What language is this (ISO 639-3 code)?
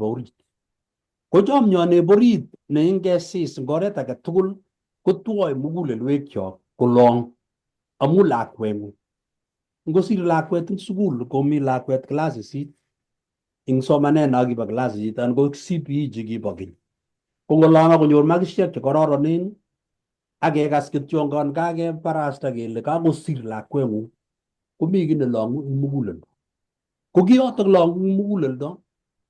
kln